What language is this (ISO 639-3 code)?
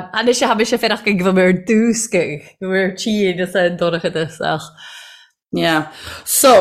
gle